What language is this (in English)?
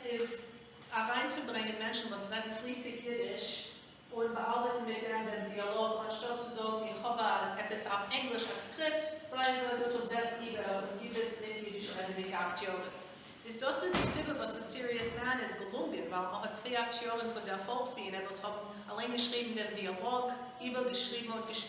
Yiddish